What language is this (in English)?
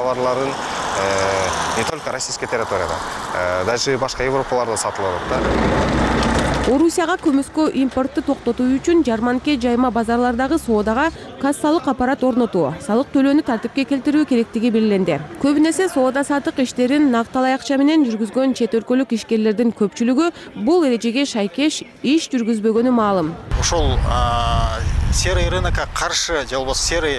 Kyrgyz